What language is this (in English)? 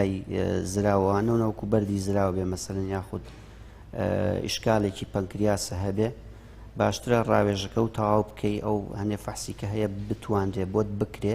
Central Kurdish